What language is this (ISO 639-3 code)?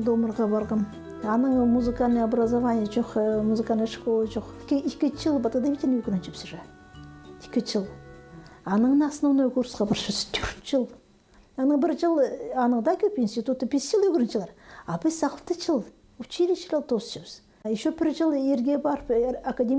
kjh